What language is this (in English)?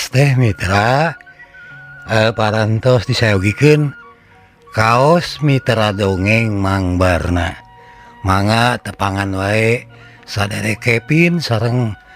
Sundanese